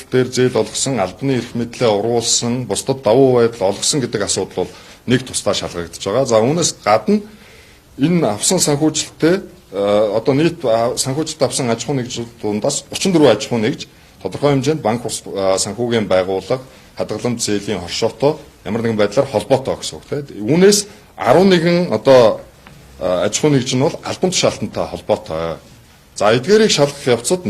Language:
Mongolian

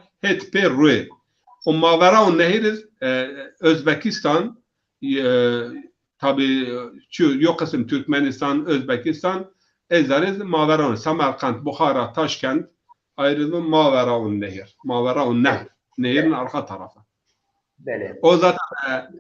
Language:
Zaza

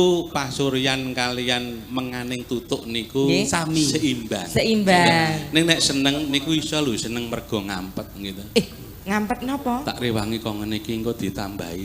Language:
Javanese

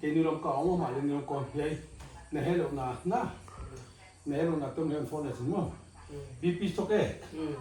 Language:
Paite Chin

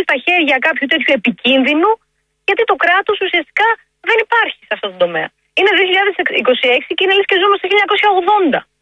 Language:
Greek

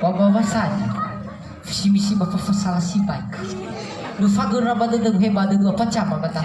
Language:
Nias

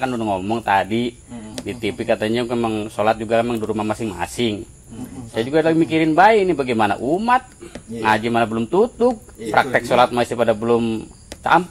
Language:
Betawi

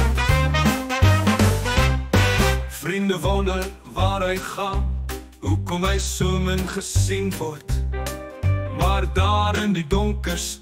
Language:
Afrikaans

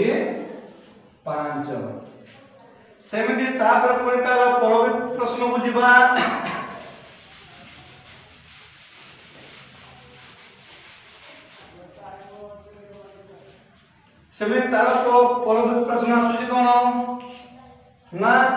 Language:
Odia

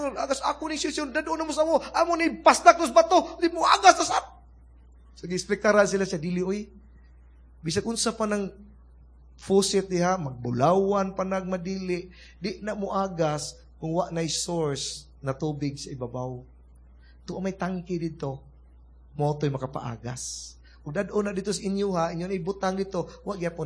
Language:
Cebuano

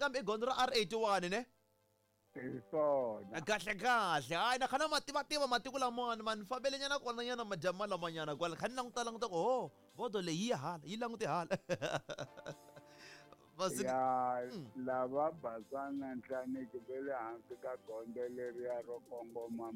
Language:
Tsonga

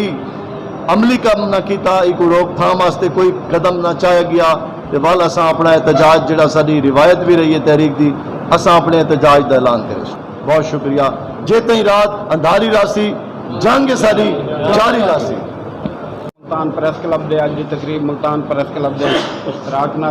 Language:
Saraiki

